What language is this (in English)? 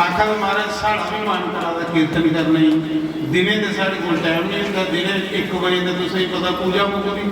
Dogri